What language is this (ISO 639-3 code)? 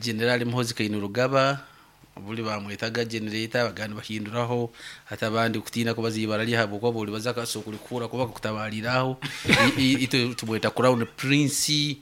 nyn